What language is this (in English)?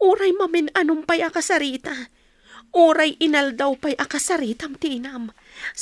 Iloko